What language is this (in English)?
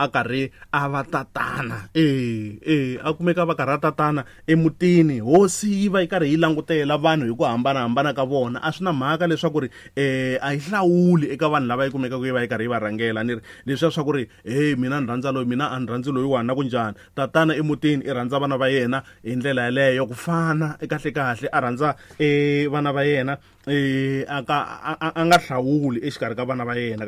Tsonga